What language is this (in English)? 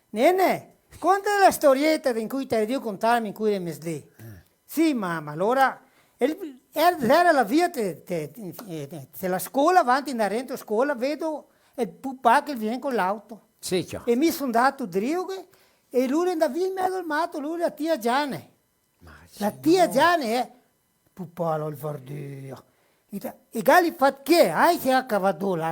Venetian